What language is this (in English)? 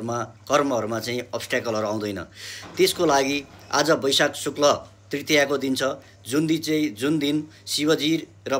Nepali